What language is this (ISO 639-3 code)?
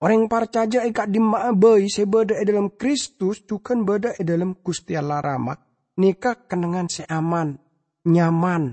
mad